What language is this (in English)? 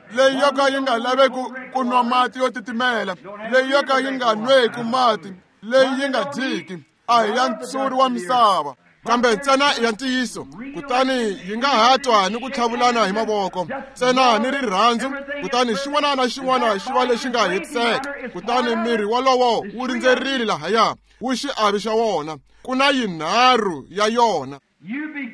Tsonga